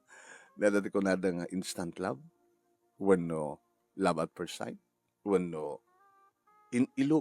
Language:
Iloko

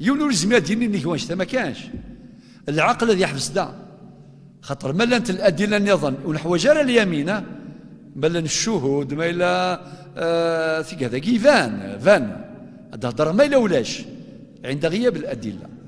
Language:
Kabyle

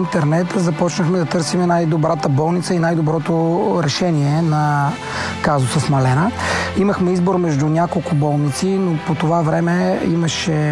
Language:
Bulgarian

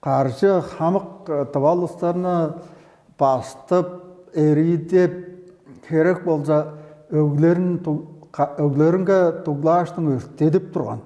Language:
Tuvinian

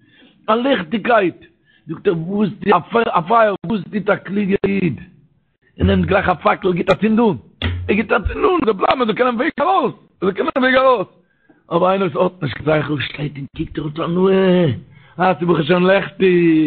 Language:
Yiddish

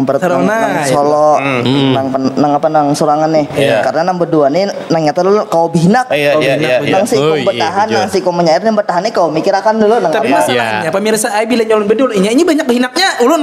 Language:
Banjar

